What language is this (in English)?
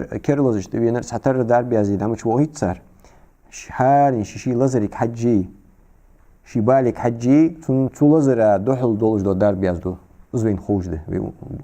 Ingush